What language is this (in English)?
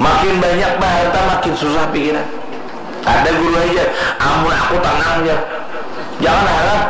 Banjar